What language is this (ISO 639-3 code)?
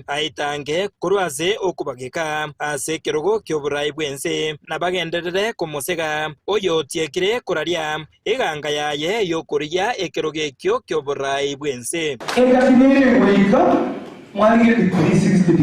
guz